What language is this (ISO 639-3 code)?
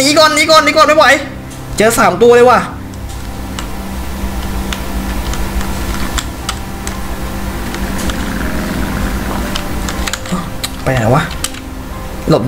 tha